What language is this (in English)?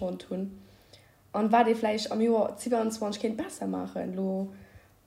Luxembourgish